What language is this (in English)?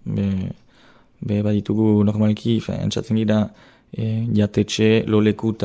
Basque